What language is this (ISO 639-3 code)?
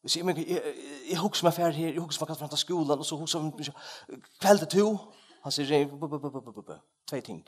fao